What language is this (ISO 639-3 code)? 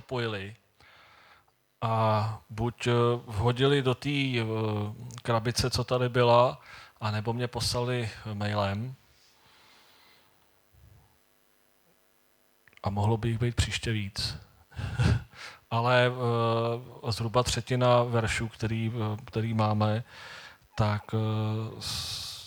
ces